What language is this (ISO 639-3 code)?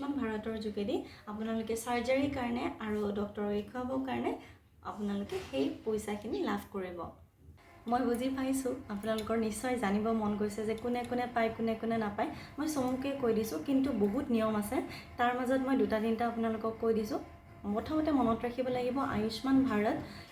asm